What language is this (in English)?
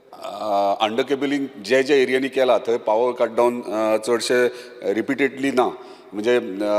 Konkani